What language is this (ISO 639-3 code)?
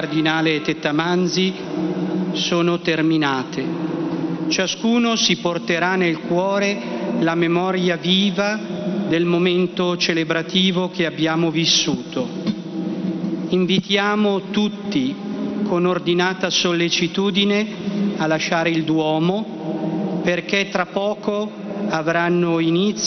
ita